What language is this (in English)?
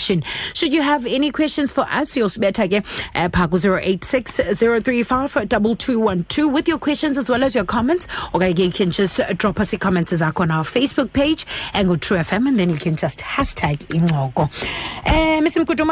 Xhosa